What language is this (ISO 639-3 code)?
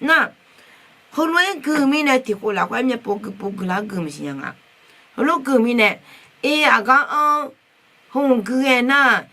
ahk